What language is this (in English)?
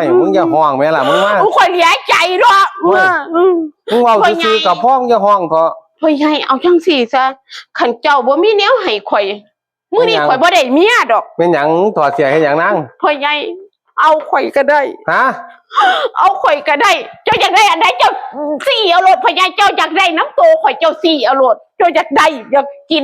Northeastern Thai